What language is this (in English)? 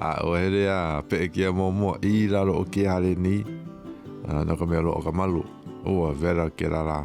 Hawaiian